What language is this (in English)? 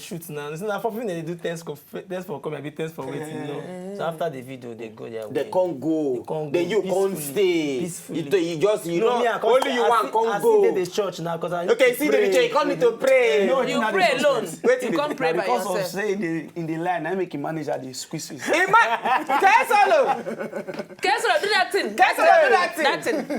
Nigerian Pidgin